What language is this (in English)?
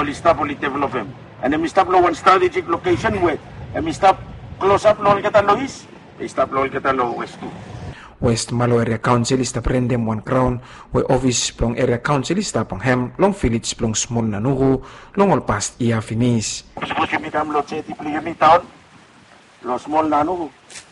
Bislama